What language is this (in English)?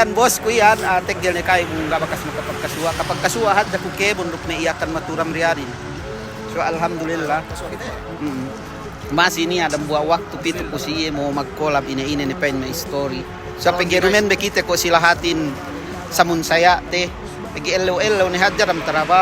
Yakan